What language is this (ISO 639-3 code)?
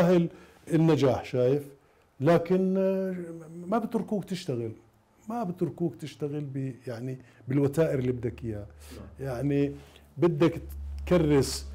acm